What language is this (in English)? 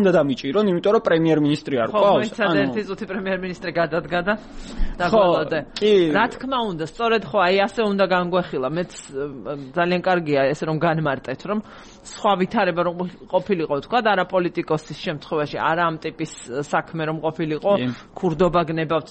Georgian